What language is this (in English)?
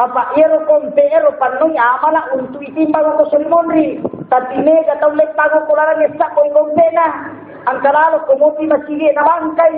Buginese